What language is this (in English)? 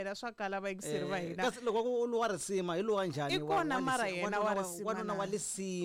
Tsonga